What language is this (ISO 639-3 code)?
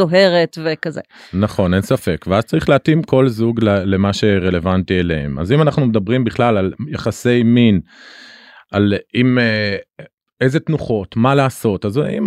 heb